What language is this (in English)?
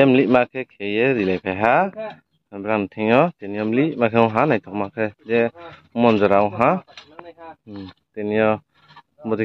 Riang (India)